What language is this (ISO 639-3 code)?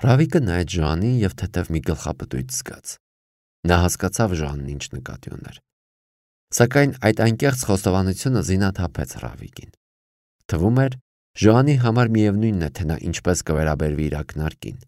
hye